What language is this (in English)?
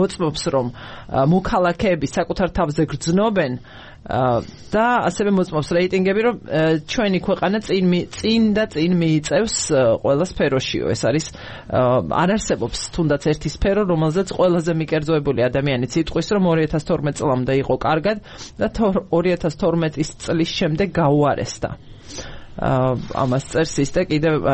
Georgian